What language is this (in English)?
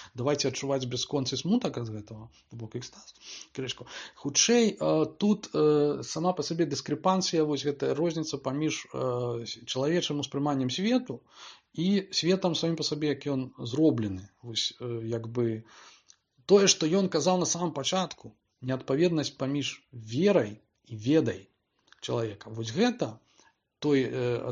Belarusian